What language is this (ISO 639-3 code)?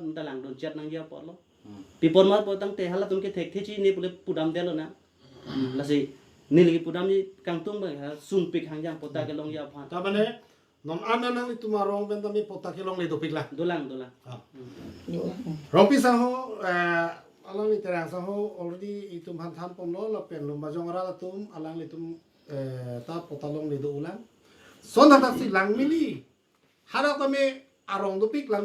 mjw